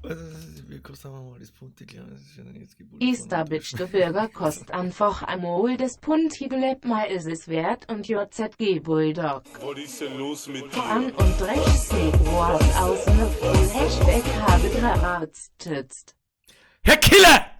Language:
Bavarian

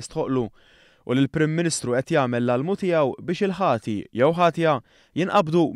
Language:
Maltese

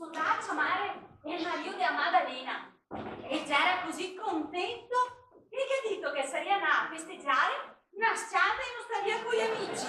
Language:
Venetian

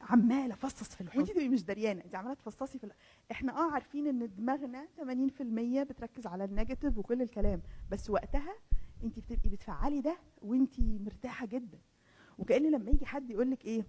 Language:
Egyptian Arabic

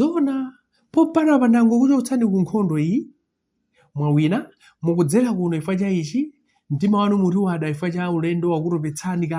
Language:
Nyanja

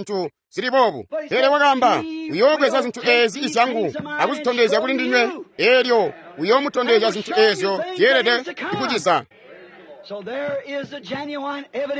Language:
Tonga (Zambia)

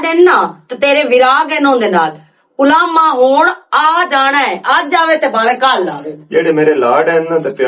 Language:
Western Panjabi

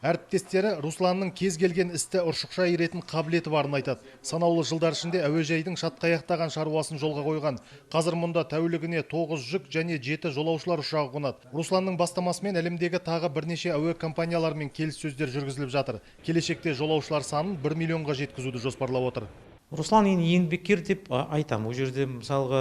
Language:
Kazakh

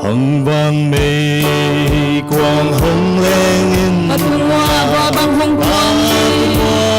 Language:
Paite Chin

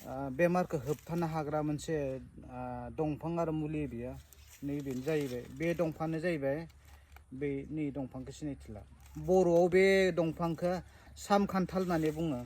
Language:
Bodo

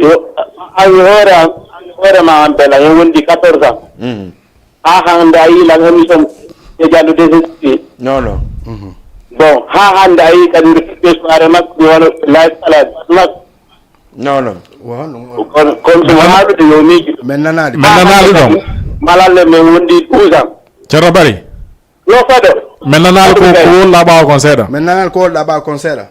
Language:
Fula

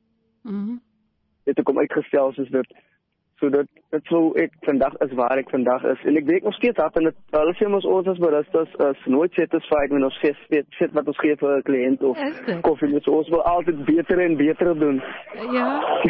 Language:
Afrikaans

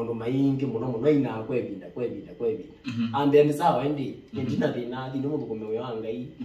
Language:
Kamba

